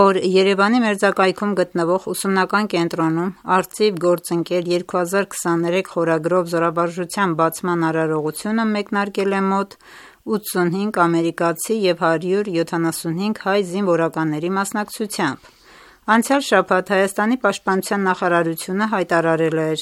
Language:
Armenian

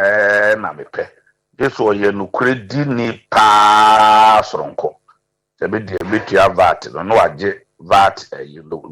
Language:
Akan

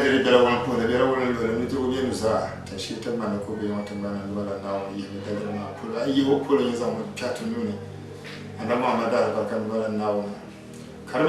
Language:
Dagbani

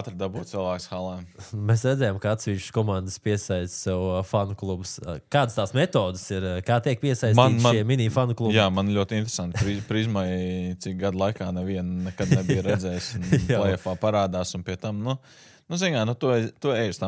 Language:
Latvian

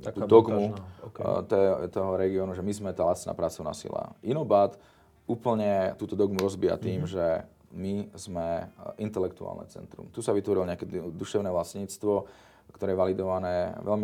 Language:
Slovak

